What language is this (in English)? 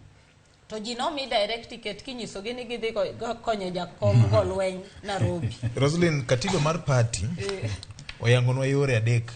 Luo (Kenya and Tanzania)